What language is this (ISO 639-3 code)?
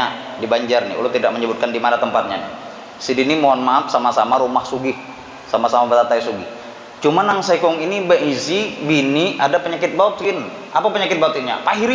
bjn